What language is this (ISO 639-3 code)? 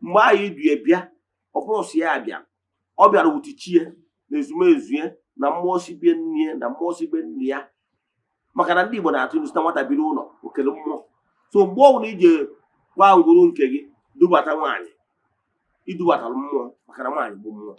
ibo